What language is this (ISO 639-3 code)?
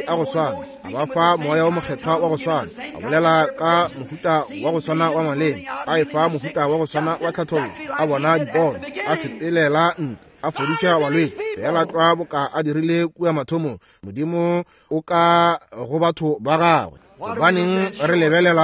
nso